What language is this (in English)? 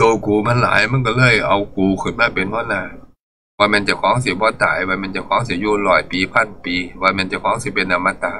Northeastern Thai